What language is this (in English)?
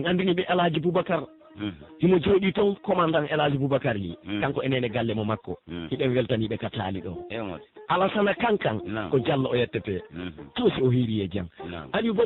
Pular